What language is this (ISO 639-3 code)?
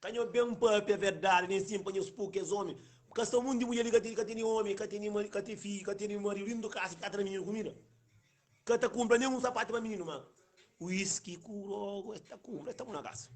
kea